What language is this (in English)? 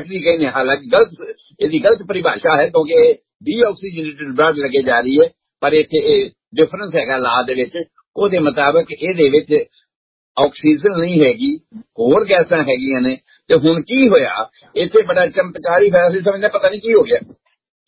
Punjabi